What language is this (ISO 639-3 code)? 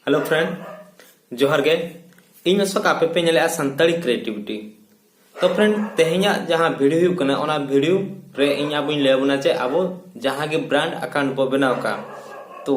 sat